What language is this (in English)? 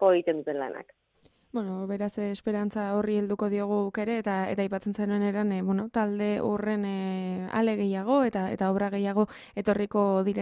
Basque